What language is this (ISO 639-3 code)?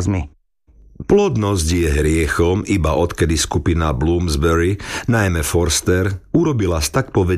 slk